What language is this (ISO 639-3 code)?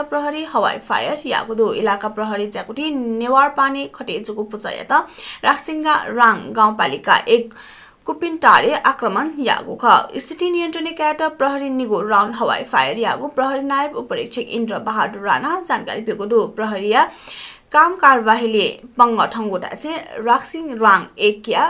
new